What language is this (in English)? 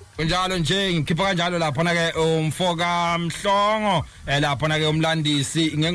Zulu